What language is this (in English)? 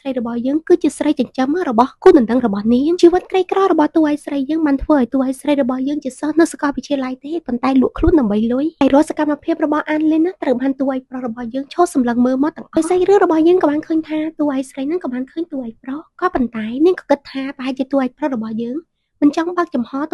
Khmer